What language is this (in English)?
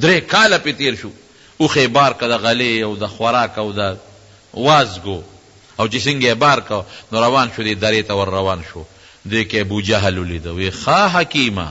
Pashto